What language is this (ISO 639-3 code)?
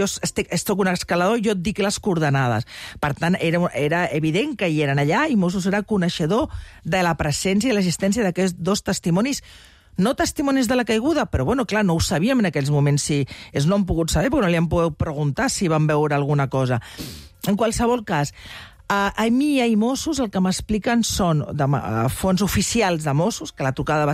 cat